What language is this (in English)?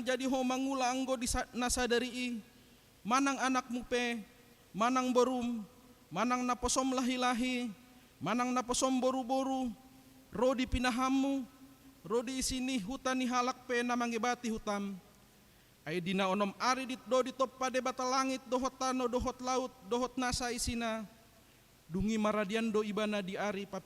Batak Toba